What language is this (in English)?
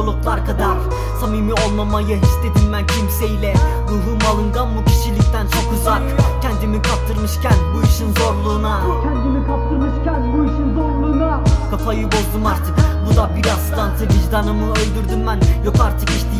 Turkish